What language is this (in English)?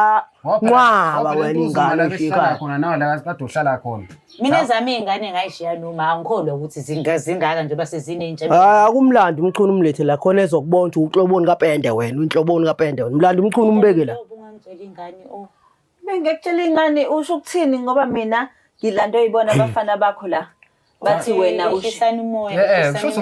Zulu